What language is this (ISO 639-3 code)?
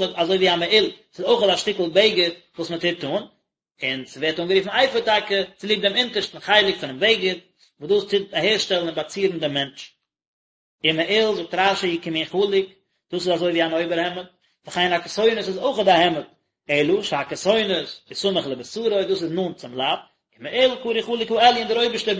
yid